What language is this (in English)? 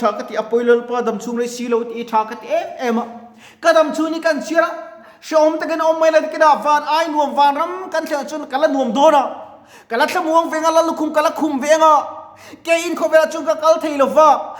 Mizo